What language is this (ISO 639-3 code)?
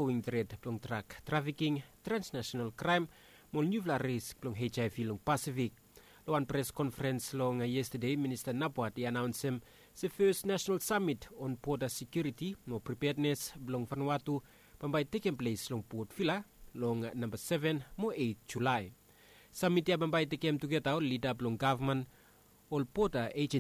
bis